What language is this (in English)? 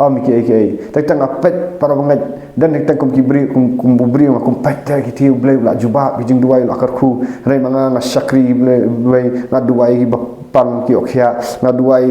Khasi